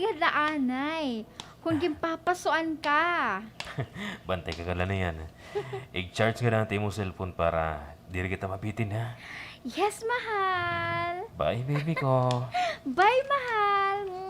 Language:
Waray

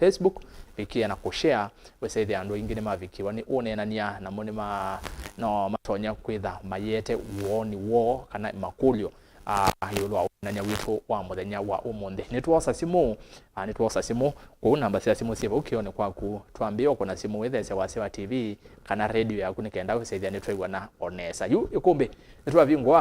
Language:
Kamba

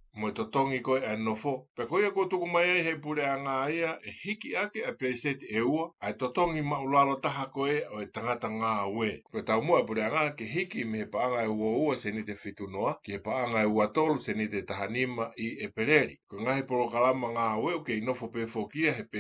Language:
Tongan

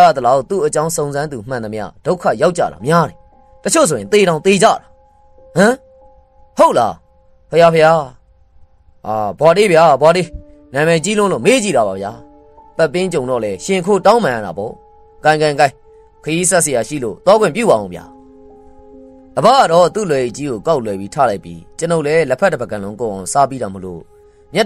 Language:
Burmese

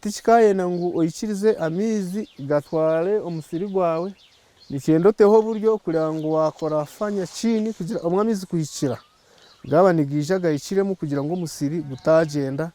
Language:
Nyankole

